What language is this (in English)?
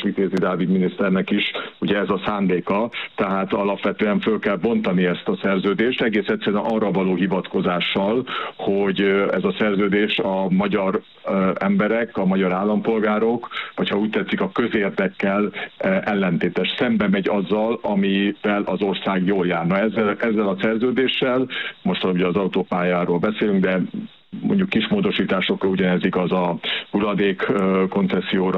Hungarian